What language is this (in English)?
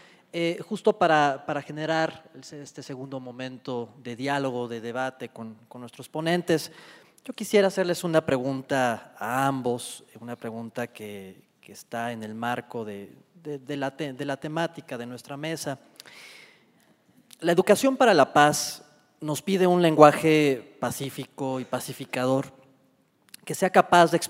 Spanish